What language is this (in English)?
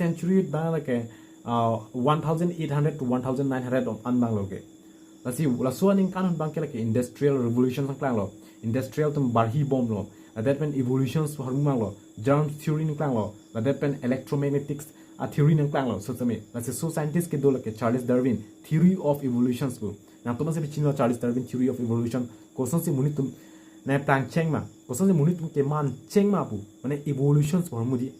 Karbi